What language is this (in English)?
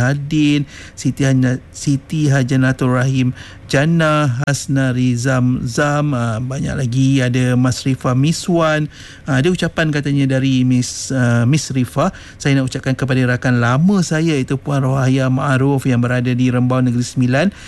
Malay